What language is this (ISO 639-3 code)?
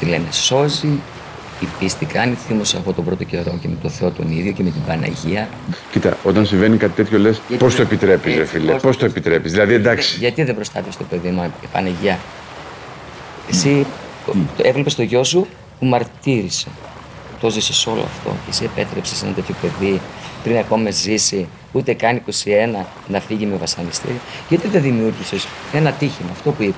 ell